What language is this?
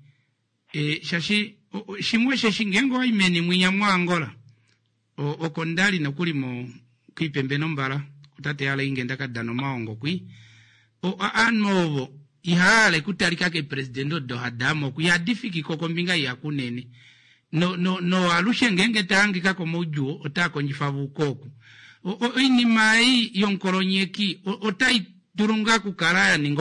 Kuanyama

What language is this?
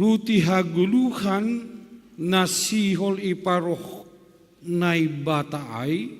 Batak Simalungun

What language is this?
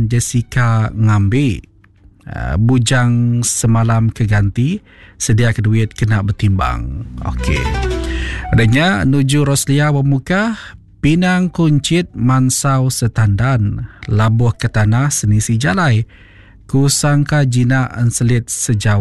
Iban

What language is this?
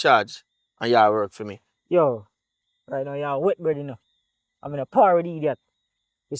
Jamaican Creole English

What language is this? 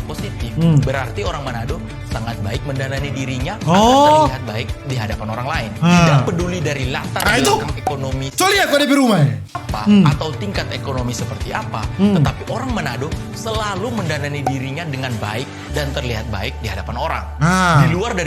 Manado Malay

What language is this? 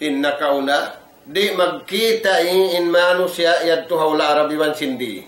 Tausug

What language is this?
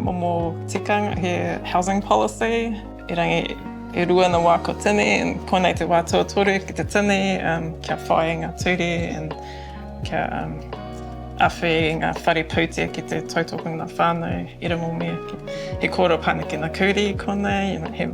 Māori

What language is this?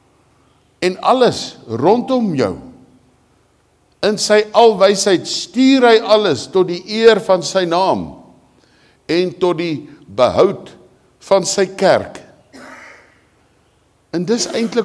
Afrikaans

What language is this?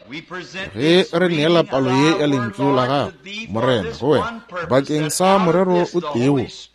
Northern Sotho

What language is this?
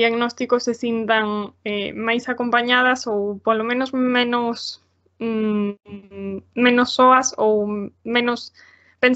Galician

